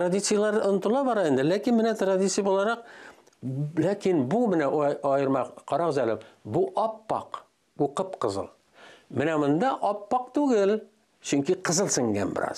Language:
Tatar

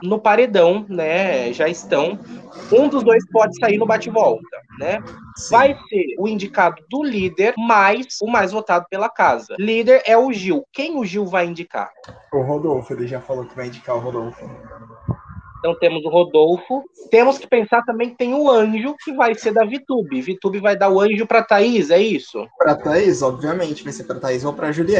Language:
Portuguese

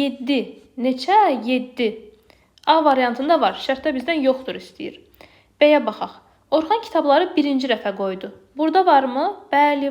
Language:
Azerbaijani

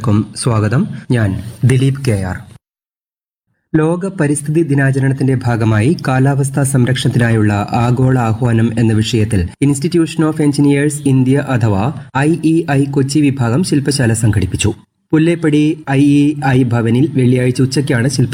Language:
Malayalam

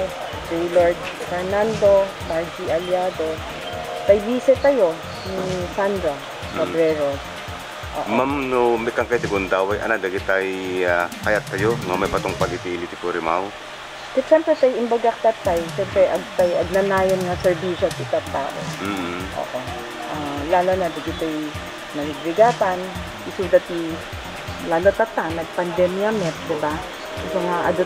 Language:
Iloko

